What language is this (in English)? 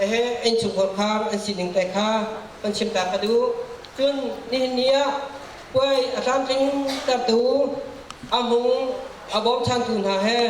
Hakha Chin